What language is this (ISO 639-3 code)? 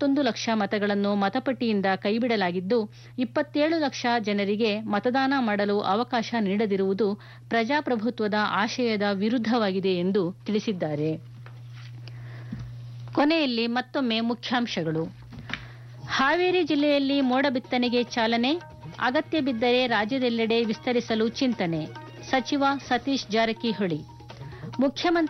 kan